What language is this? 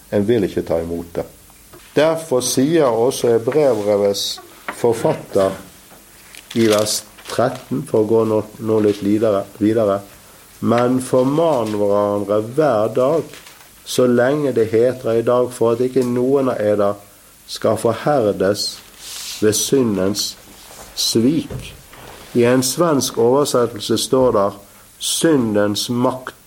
Norwegian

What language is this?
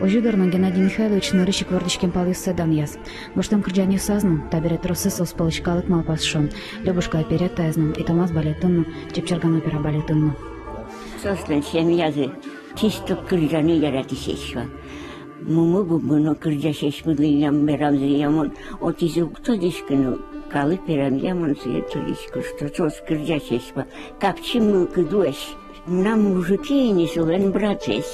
Udmurt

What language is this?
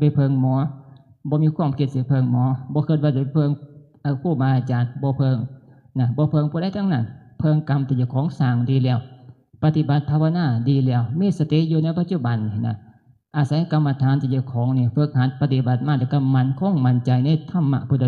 Northeastern Thai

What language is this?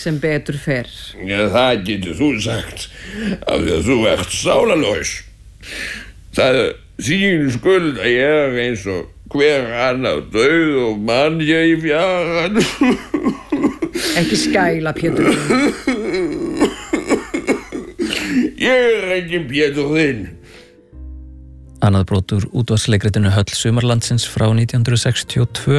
Icelandic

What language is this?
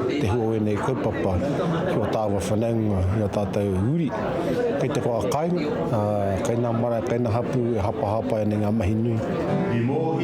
Māori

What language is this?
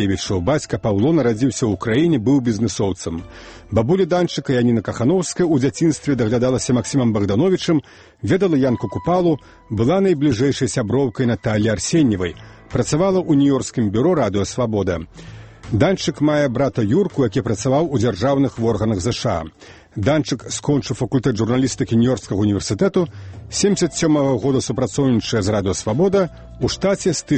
Belarusian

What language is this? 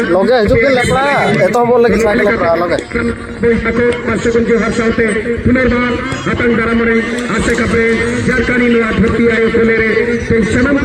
Santali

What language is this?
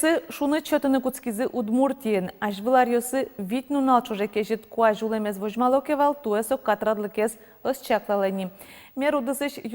Udmurt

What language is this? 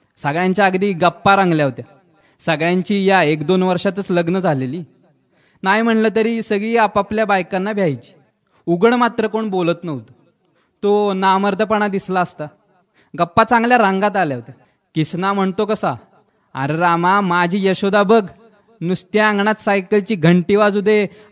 Marathi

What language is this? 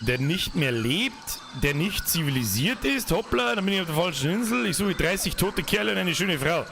Bavarian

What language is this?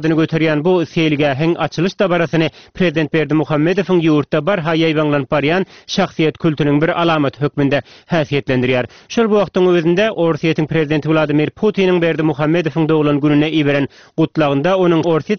Turkmen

